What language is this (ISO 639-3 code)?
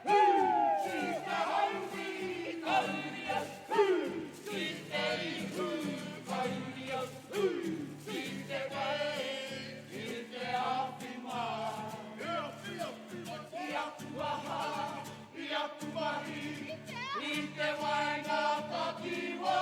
mri